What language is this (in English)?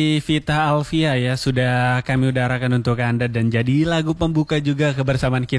Indonesian